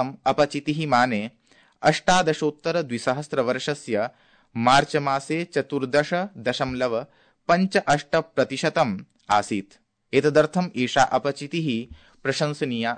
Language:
Sanskrit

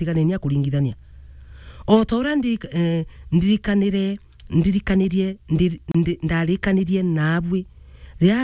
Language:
Meru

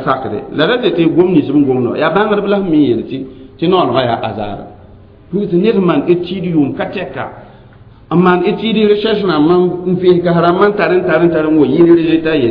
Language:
Mossi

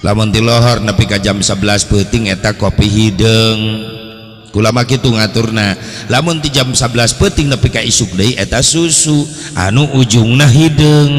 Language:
Sundanese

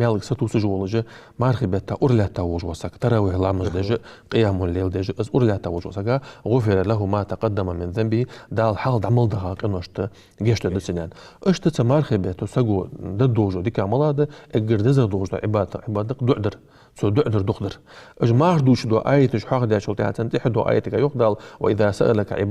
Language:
Ingush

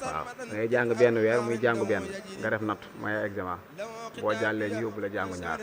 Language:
Wolof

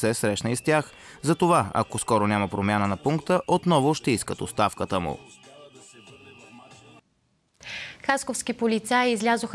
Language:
Bulgarian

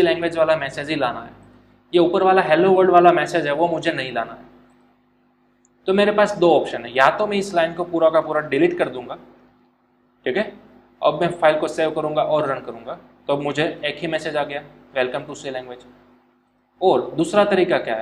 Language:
Hindi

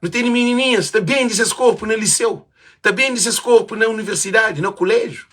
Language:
Kabuverdianu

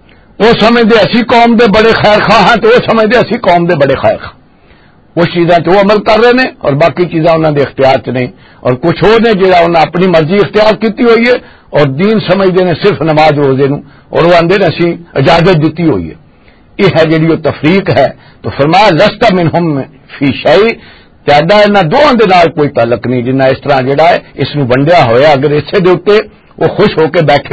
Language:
Western Panjabi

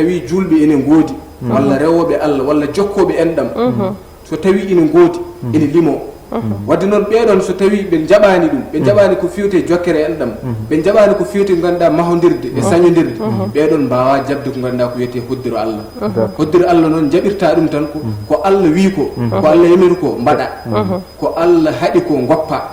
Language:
Fula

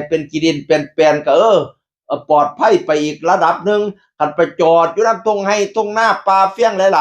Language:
Northeastern Thai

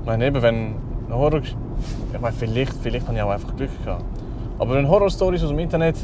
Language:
Swiss German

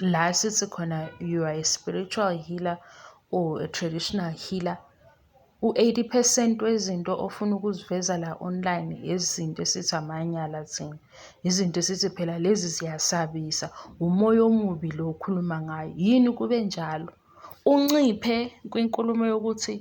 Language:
Zulu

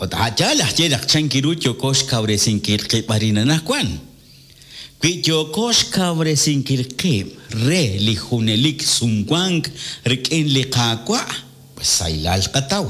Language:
Kekchí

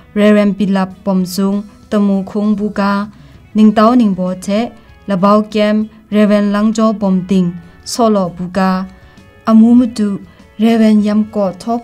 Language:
Kachin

